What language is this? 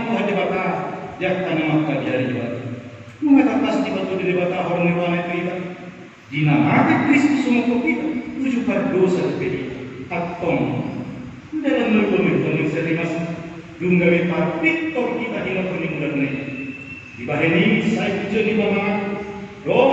Batak Toba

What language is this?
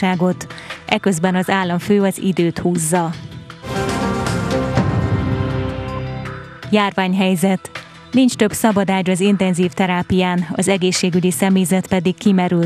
Hungarian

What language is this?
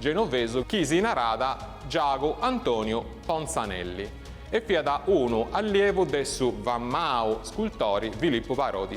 Sardinian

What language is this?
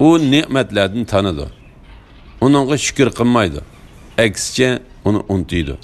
Uyghur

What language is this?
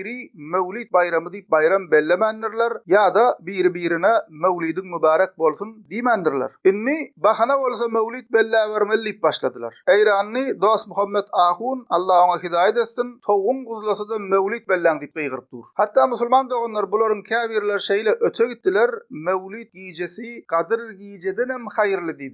Turkmen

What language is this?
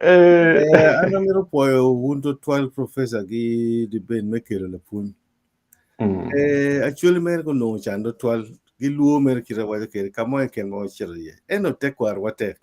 Acoli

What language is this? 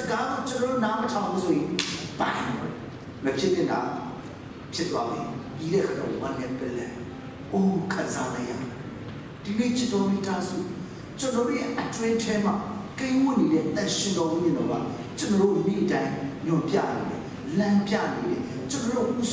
Burmese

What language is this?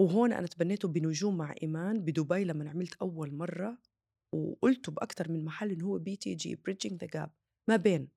North Levantine Arabic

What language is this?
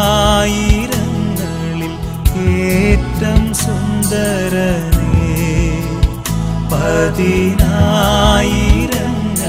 Malayalam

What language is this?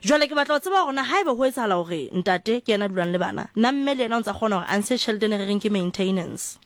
Southern Sotho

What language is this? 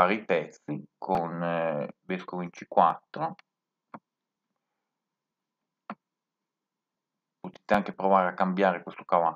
Italian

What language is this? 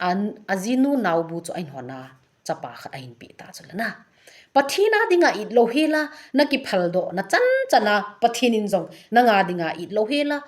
Thado Chin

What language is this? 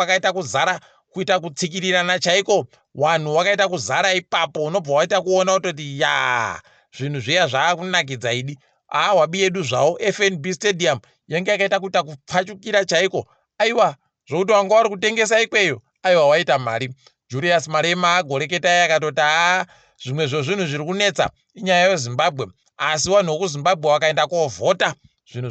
Ndau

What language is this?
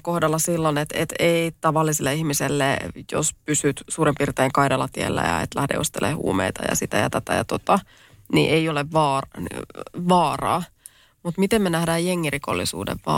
Finnish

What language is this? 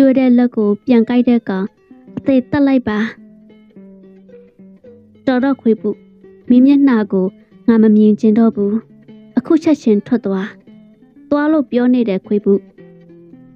Burmese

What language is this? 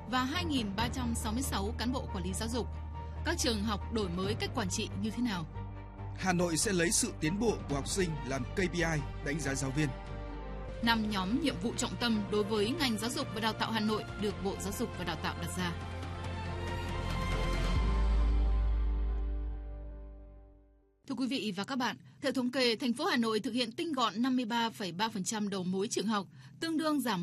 Vietnamese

